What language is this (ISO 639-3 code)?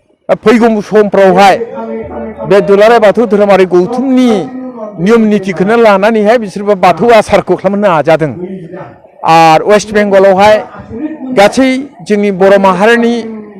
brx